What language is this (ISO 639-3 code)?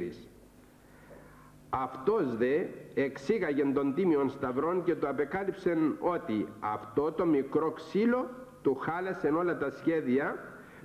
ell